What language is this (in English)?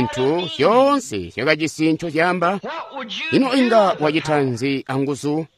Tonga (Zambia)